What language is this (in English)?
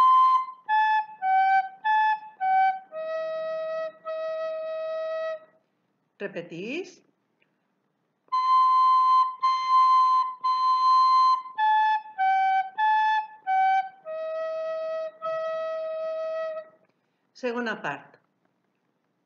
Catalan